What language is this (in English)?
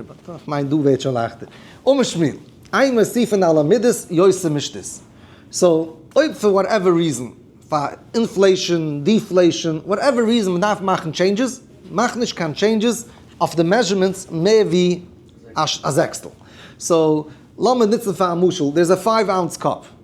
Yiddish